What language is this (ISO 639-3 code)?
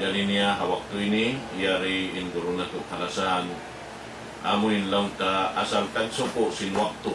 tsg